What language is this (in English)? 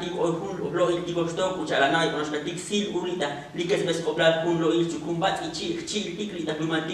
Tzotzil